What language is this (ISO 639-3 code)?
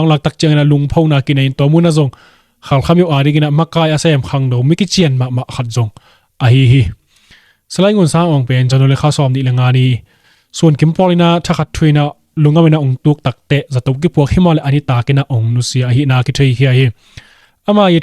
ctd